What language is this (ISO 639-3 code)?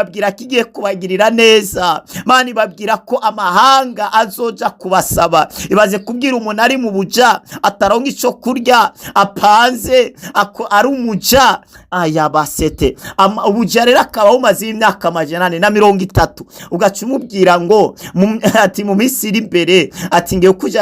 run